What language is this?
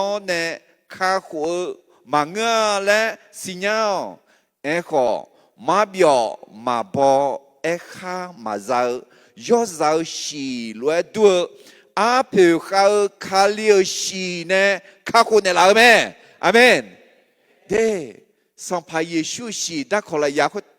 Akha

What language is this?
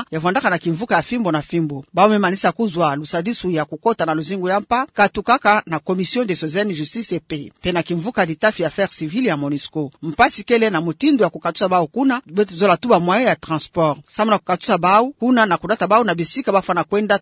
Kituba (Democratic Republic of Congo)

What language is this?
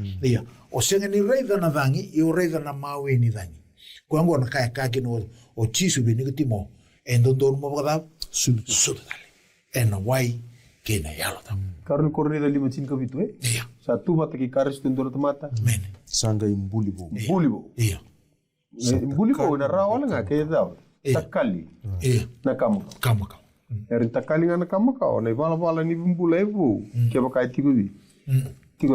Fijian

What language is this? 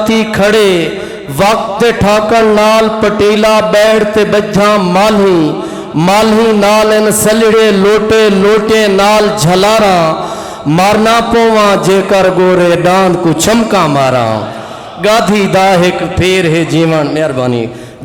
Saraiki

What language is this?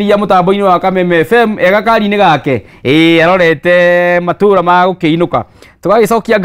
Kikuyu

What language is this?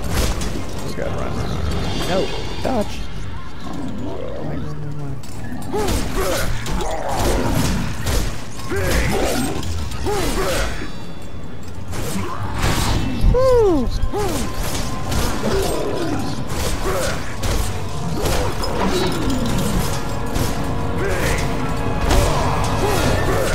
English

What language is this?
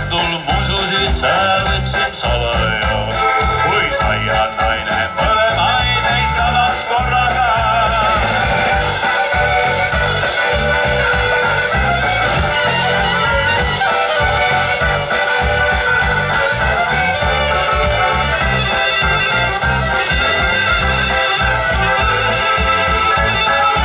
Estonian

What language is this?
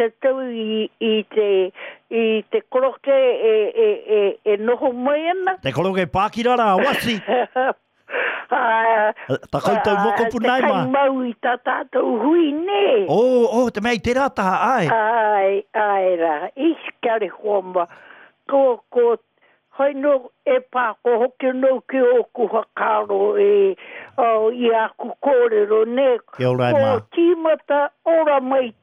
Māori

